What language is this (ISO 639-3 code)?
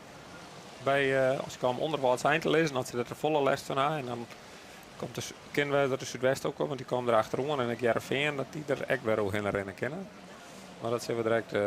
fry